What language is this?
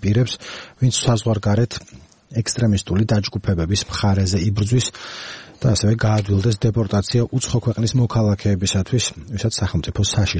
Georgian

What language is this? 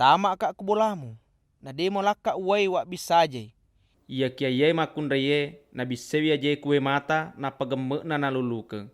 Buginese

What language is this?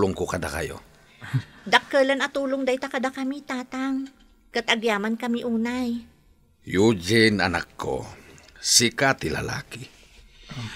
Iloko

